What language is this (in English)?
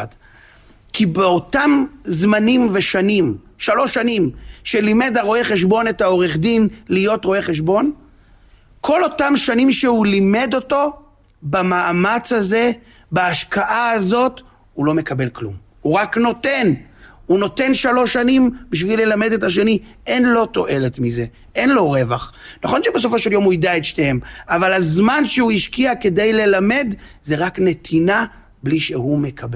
Hebrew